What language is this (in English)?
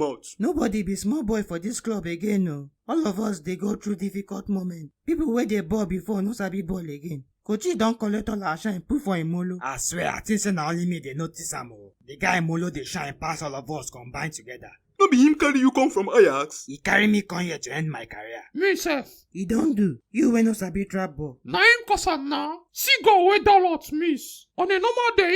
Nigerian Pidgin